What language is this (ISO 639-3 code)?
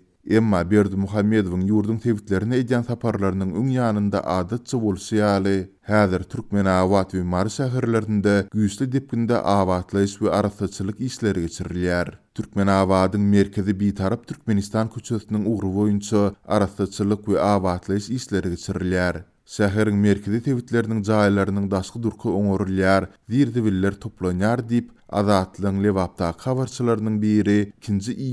tuk